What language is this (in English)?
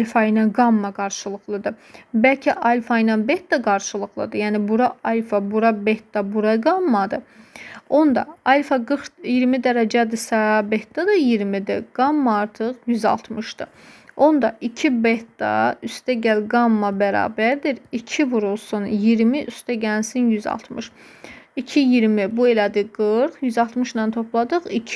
Azerbaijani